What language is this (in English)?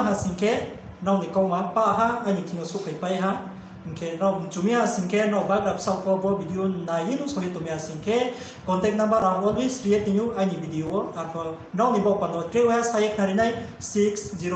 Riang (India)